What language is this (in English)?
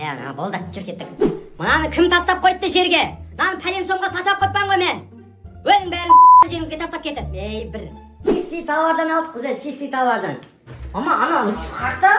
Kara-Kalpak